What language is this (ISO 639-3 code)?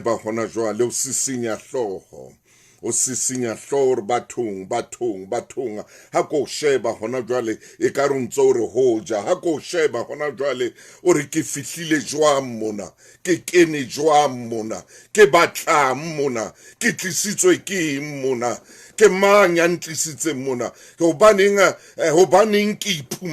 sot